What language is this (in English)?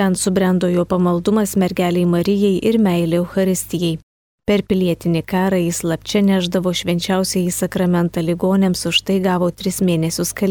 Lithuanian